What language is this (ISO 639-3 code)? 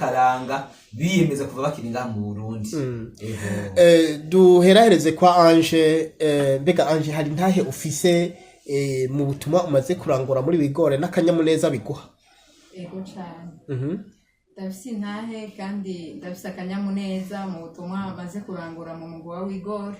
run